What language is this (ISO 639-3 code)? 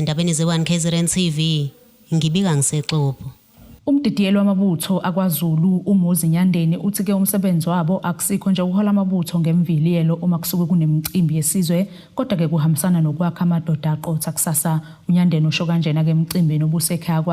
zul